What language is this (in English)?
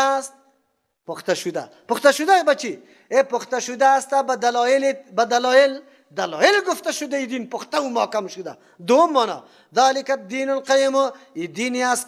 Persian